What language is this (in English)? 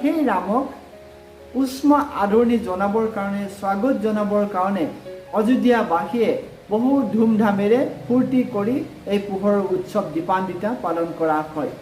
Assamese